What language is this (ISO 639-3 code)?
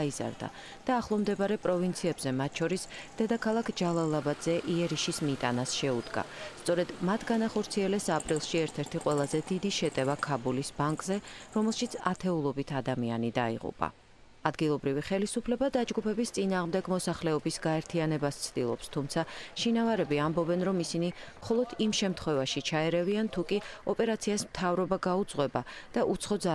kat